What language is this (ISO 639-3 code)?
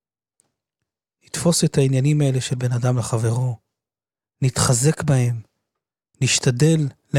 heb